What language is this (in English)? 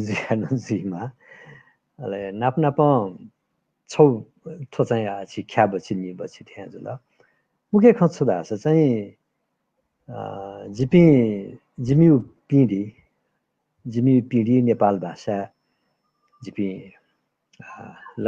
Newari